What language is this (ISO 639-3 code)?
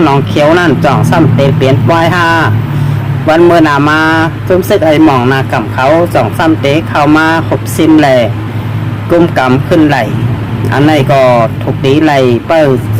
shn